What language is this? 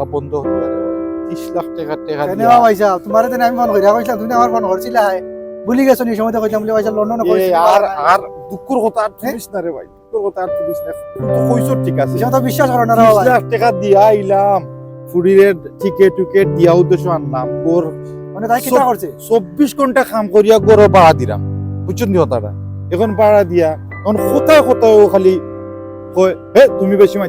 Sylheti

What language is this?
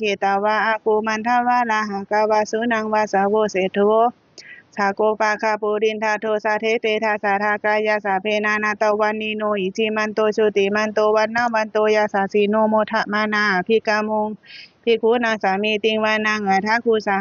Pali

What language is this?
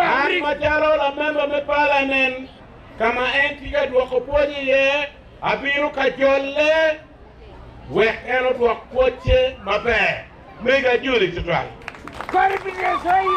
Acoli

